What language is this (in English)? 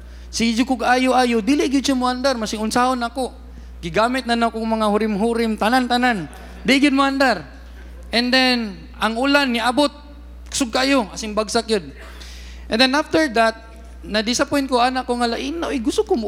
Cebuano